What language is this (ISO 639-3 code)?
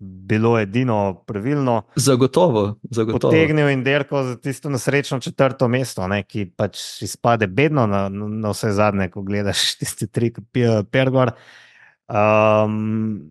slv